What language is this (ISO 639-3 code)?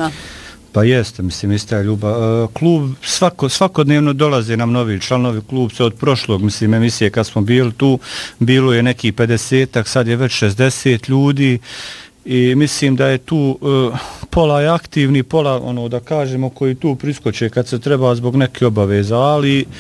bos